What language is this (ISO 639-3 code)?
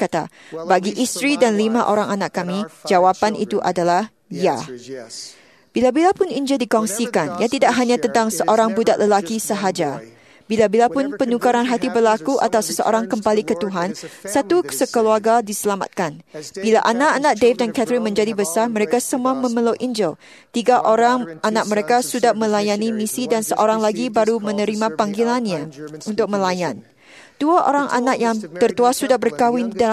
msa